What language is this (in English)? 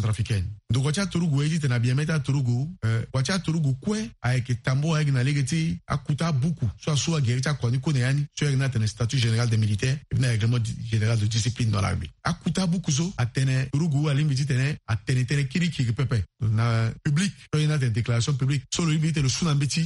Sango